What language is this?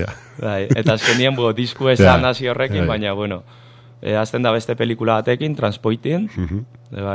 Basque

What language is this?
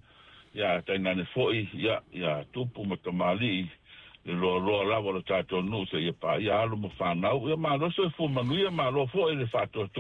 Samoan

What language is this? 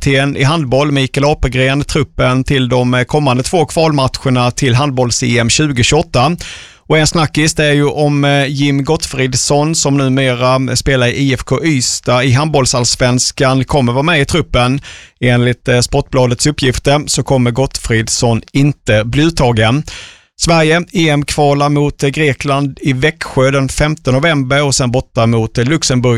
Swedish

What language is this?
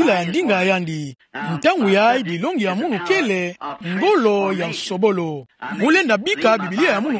Kituba (Democratic Republic of Congo)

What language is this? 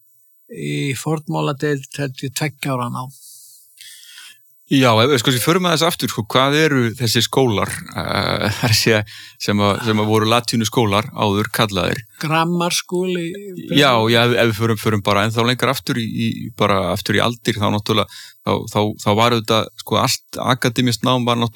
Icelandic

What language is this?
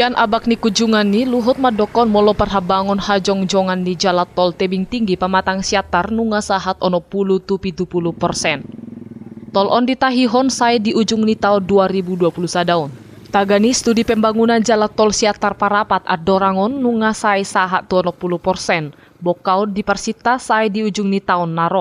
Batak Toba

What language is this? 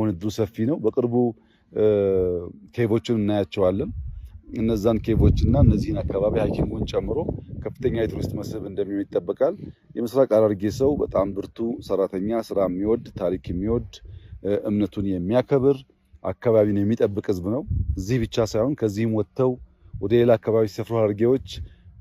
Amharic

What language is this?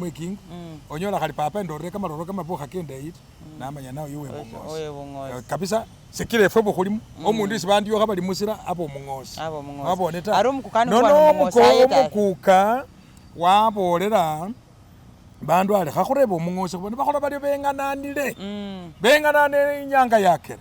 Masaaba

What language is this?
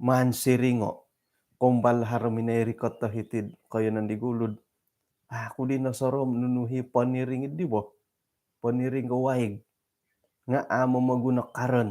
Central Dusun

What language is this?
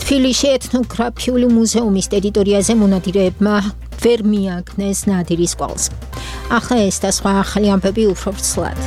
Georgian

